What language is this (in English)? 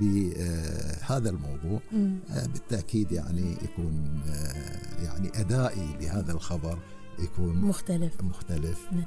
Gulf Arabic